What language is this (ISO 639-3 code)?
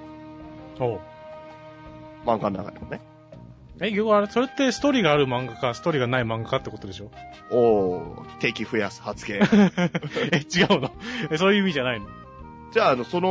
jpn